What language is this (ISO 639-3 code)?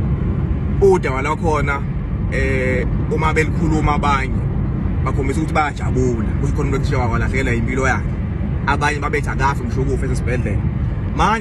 zul